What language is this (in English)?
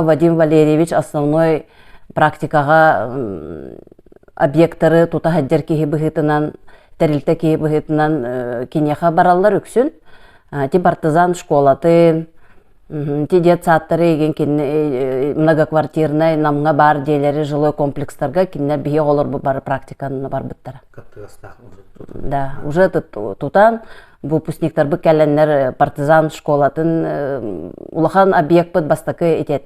Yakut